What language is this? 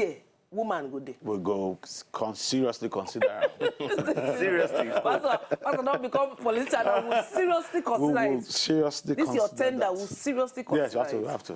Nigerian Pidgin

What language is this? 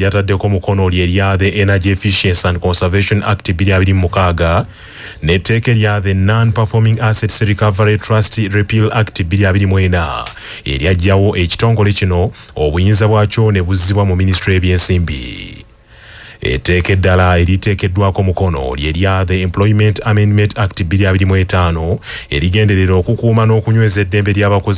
Ganda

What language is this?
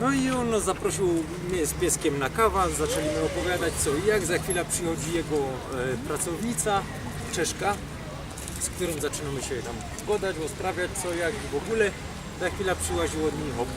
Silesian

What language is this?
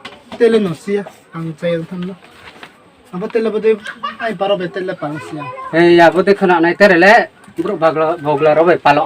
Riang (India)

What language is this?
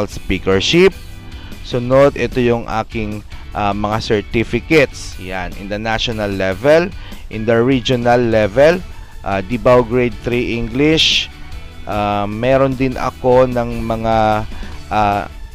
Filipino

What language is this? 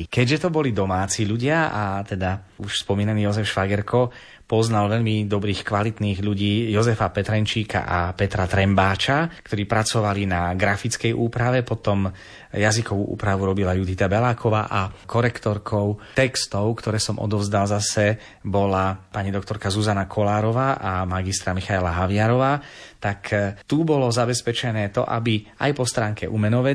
Slovak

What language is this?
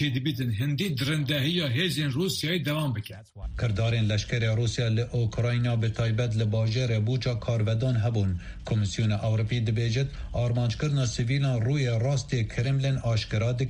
Kurdish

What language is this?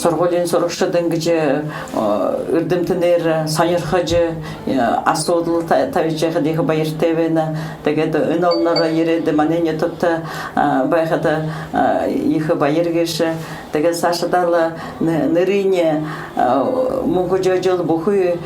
Buriat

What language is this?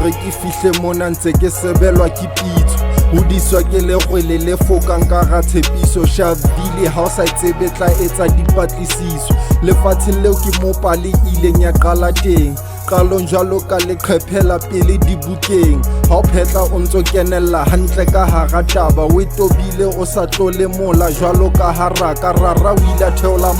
Southern Sotho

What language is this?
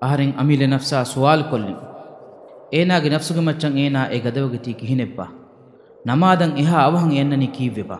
Divehi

